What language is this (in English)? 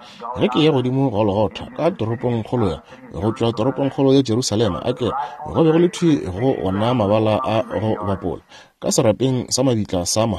Northern Sotho